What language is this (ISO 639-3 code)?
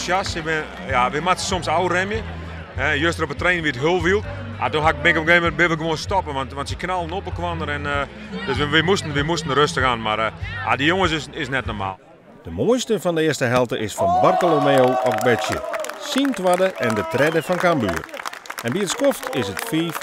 fry